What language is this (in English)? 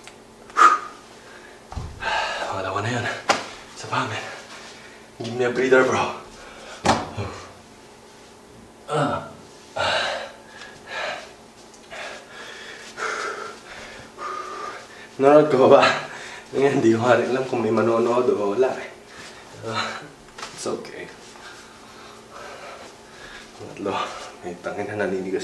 Filipino